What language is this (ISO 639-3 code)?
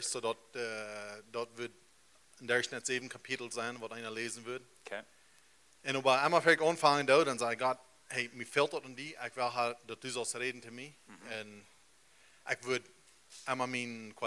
pdt